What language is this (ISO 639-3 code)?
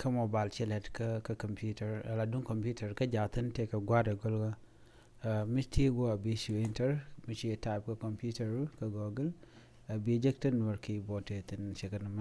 nus